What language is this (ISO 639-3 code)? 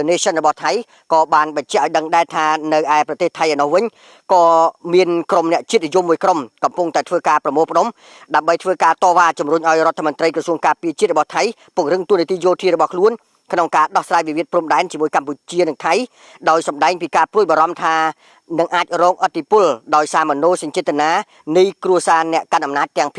khm